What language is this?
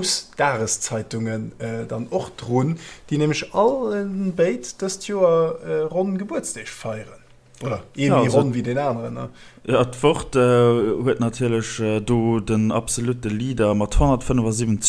Luxembourgish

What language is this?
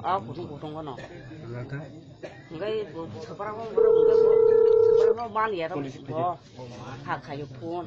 Kok Borok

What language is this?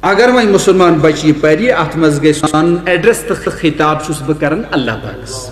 Kashmiri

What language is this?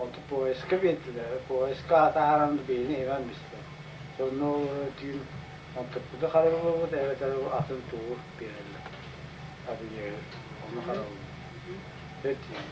Yakut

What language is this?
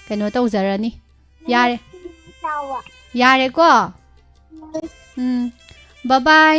Manipuri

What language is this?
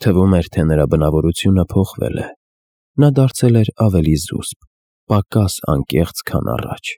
Armenian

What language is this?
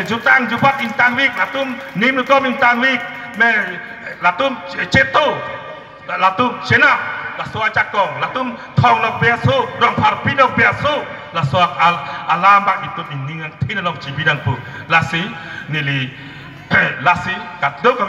Karbi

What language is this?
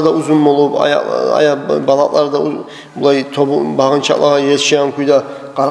Kumyk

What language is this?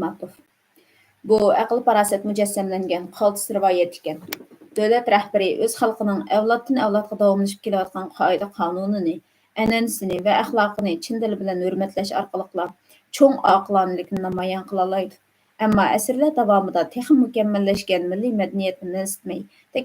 Uyghur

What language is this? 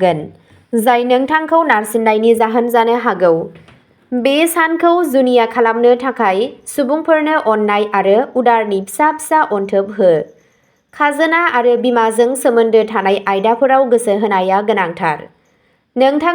Bodo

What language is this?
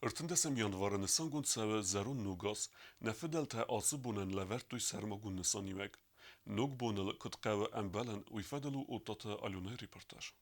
Ossetic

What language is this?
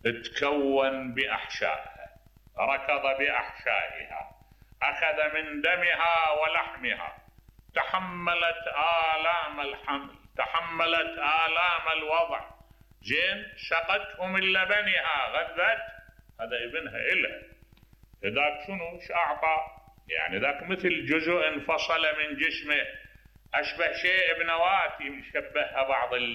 Mesopotamian Arabic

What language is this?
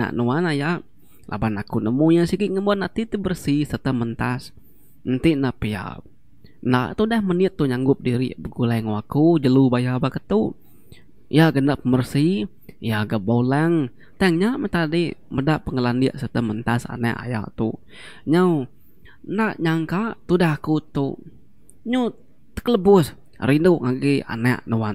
Iban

